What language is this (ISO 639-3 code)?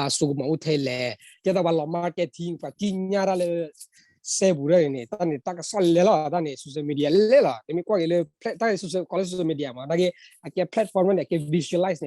ksw